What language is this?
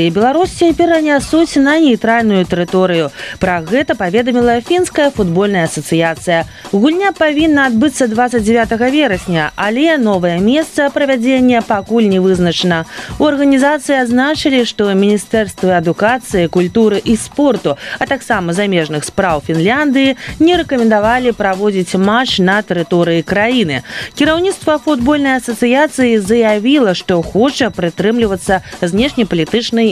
Belarusian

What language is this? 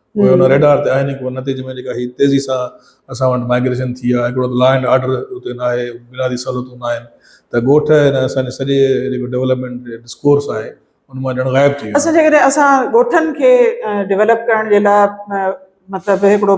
Sindhi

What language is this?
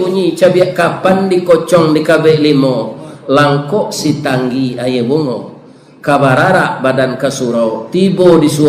Minangkabau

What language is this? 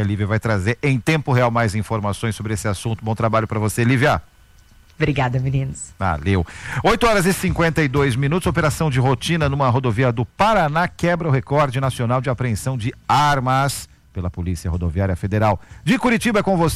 Portuguese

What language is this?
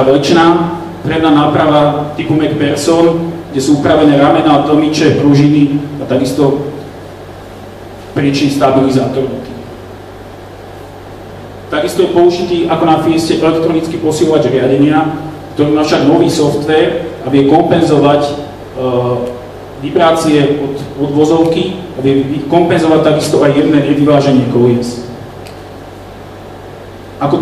Slovak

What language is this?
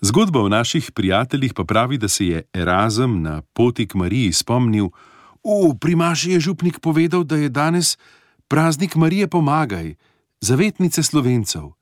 Slovenian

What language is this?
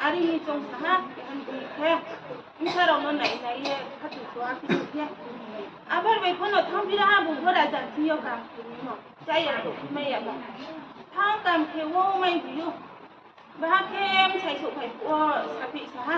Riang (India)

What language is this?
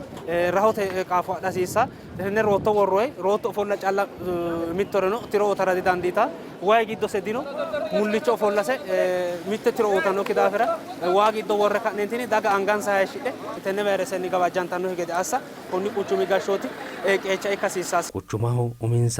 Sidamo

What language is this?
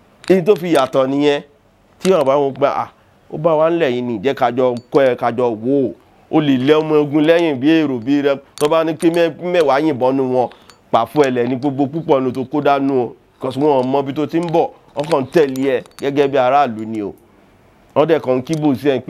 Yoruba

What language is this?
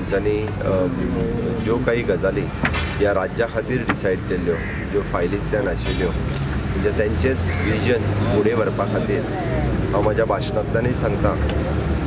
Konkani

